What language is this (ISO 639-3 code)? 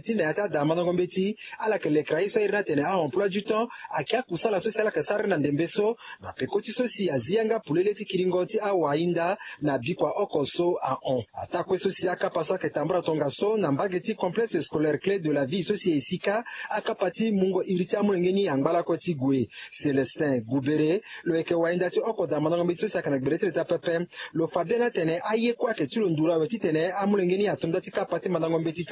sag